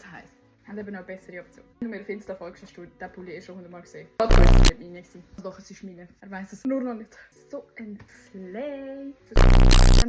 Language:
Swiss German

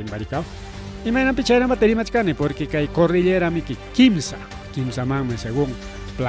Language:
Ayacucho Quechua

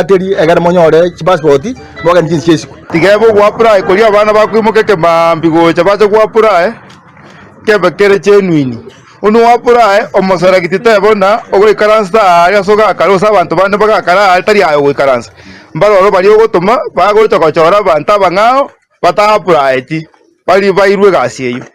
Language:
Gusii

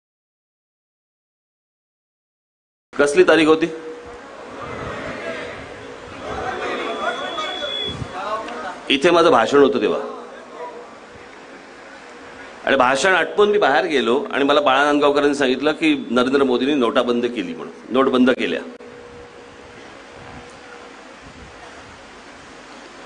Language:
Marathi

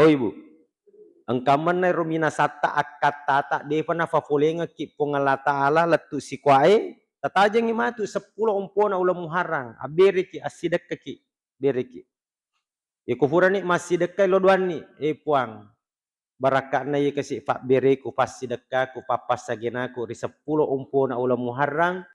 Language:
Buginese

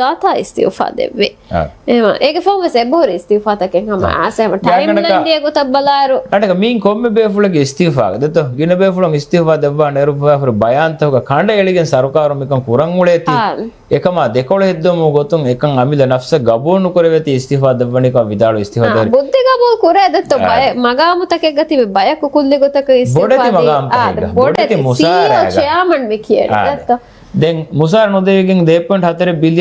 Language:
Divehi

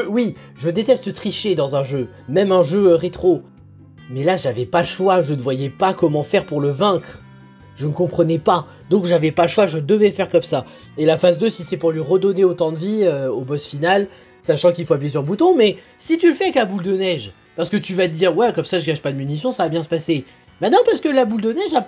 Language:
French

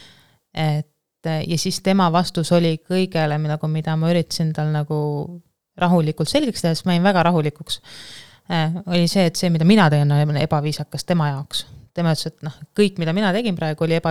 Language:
Estonian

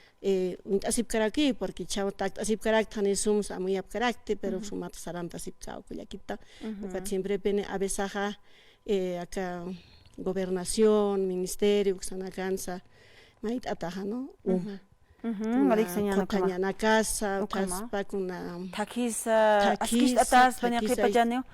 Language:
Aymara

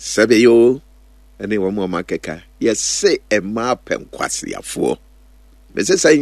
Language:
Akan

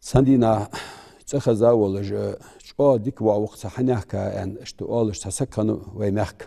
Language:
Ingush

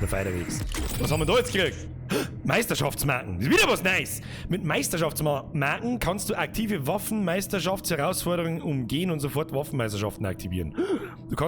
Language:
Bavarian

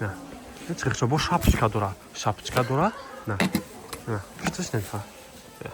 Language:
Tajik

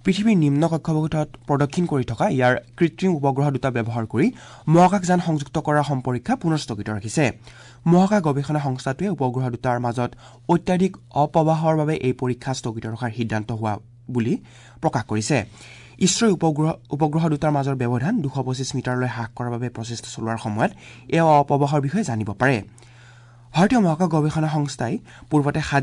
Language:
Assamese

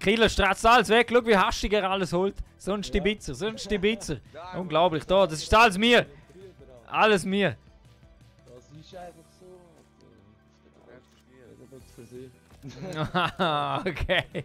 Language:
Swiss German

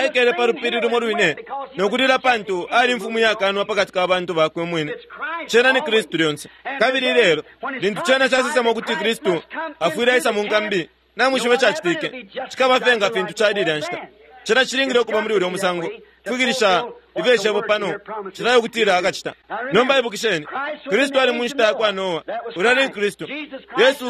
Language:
Bemba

